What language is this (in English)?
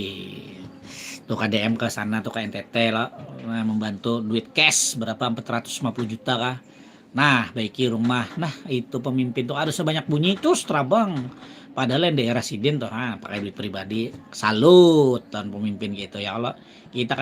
Banjar